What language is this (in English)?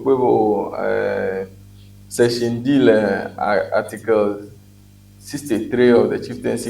Ewe